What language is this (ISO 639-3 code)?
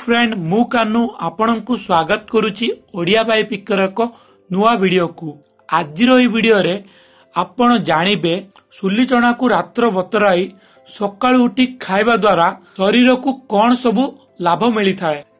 ori